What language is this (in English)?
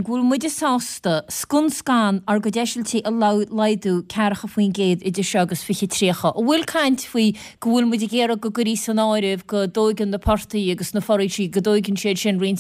Irish